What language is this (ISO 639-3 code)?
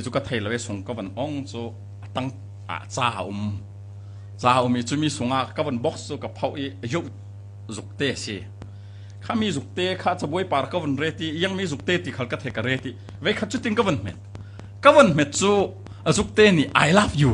cfm